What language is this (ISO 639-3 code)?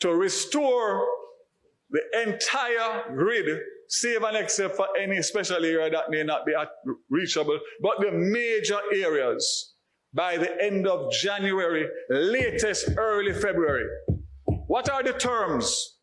jam